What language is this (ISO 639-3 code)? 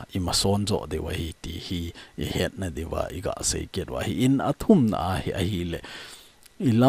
tcz